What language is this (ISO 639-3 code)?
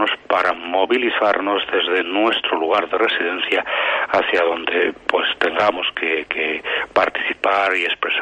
spa